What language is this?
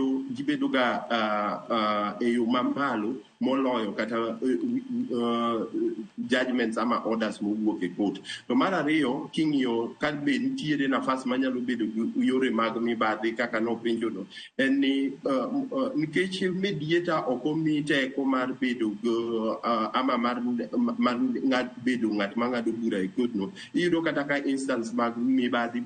Luo (Kenya and Tanzania)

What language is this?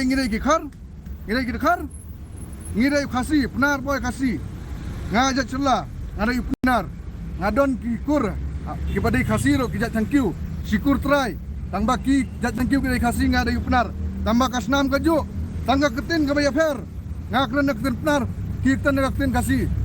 Khasi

